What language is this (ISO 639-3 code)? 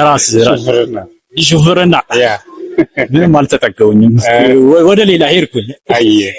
amh